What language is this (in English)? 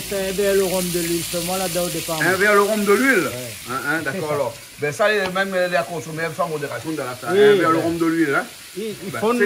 Réunion Creole French